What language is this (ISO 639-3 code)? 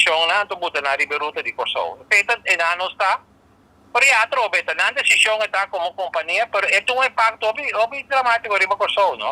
pap